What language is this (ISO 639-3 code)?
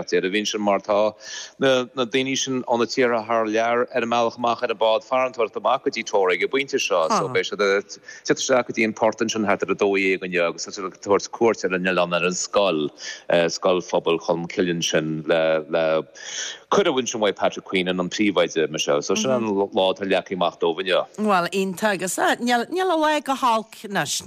gle